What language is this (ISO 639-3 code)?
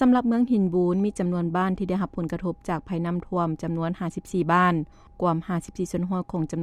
lao